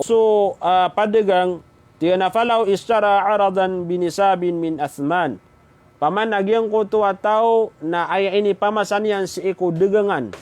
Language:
Maranao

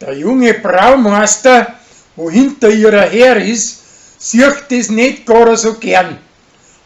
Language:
Bavarian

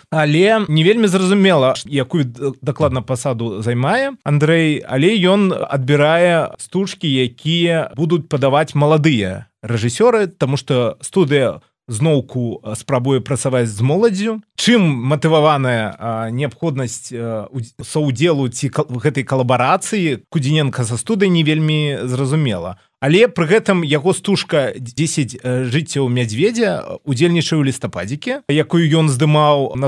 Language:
Belarusian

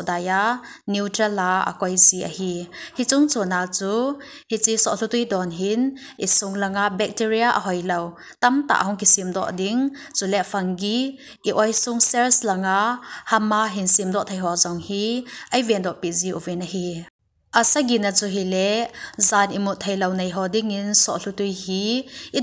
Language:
Thado Chin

